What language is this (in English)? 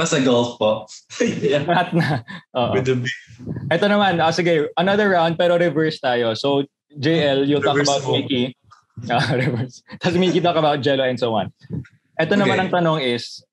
Filipino